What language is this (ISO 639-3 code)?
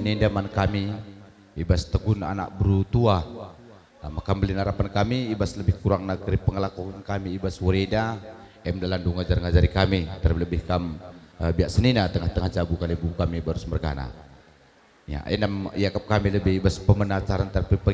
btx